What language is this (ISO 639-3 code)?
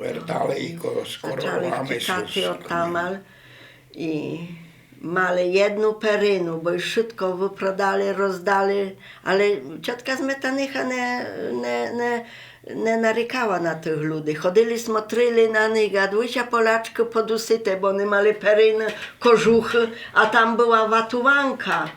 rue